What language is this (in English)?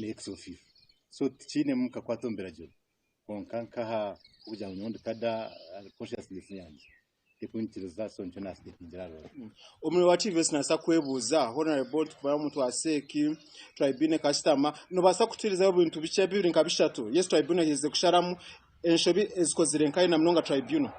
Nyankole